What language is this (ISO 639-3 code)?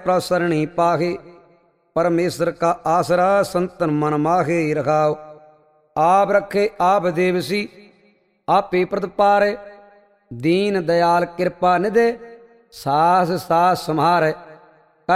pan